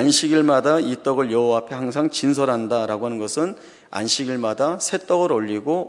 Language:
Korean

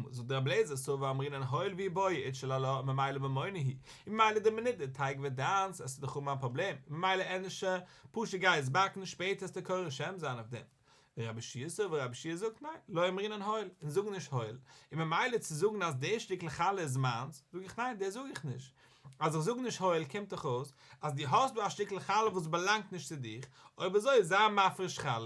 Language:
Yiddish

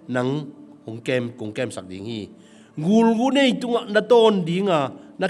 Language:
Tedim Chin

